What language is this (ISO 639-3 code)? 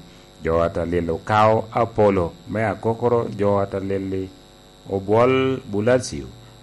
laj